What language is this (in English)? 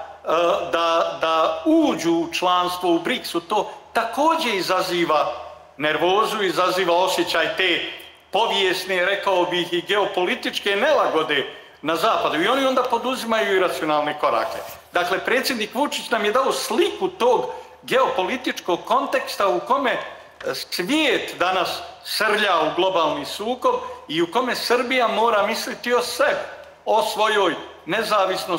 Serbian